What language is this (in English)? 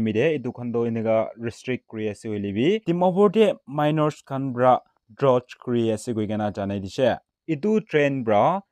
Naga Pidgin